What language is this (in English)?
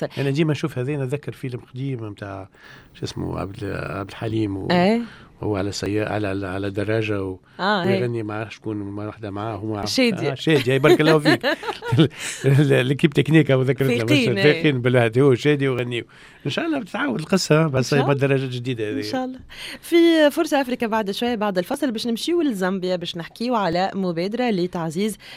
Tunisian Arabic